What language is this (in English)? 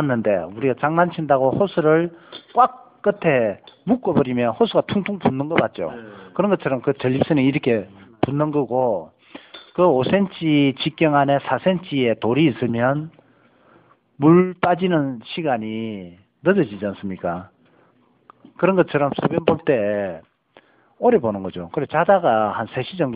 Korean